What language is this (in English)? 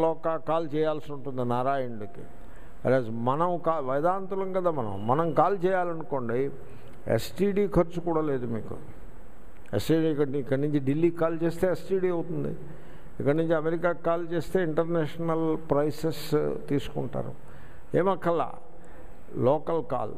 Telugu